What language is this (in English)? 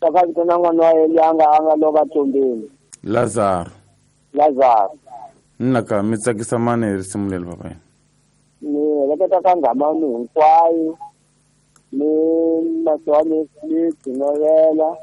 Tsonga